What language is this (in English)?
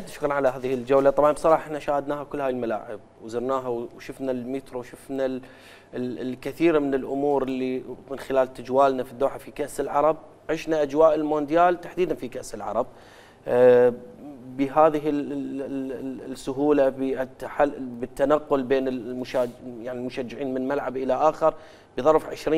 Mesopotamian Arabic